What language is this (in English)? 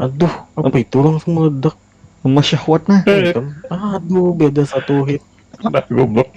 Banjar